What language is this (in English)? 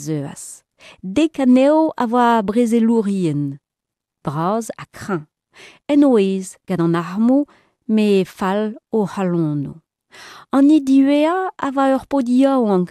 Breton